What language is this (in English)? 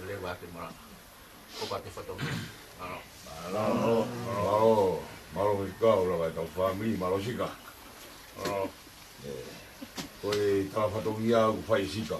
Tongan